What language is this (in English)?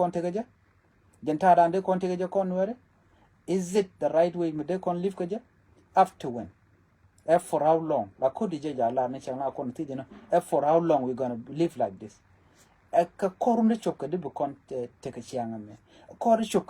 Nuer